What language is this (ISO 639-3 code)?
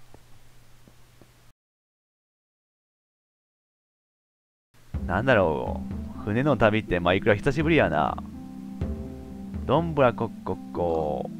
jpn